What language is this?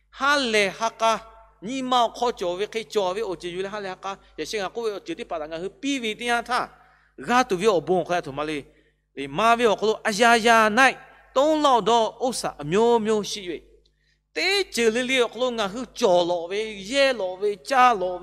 Lahu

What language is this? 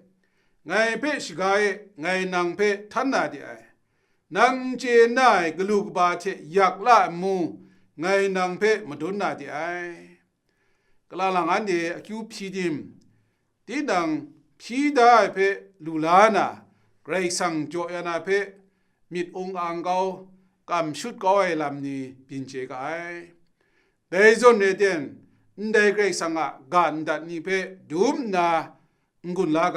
Kachin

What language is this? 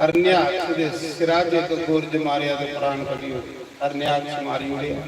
Dogri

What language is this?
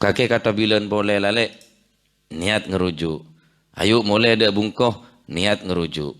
Madurese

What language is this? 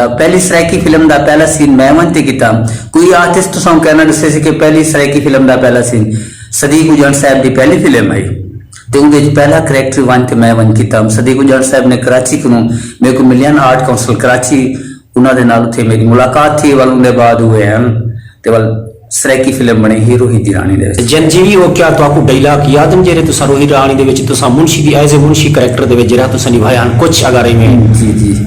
Saraiki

